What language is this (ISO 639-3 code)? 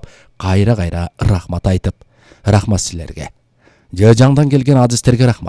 kir